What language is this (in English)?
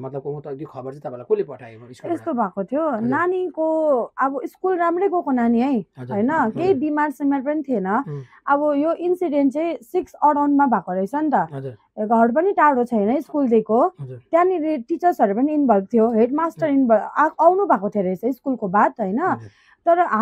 Nepali